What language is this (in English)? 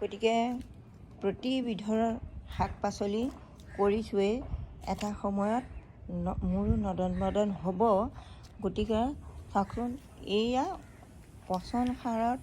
Assamese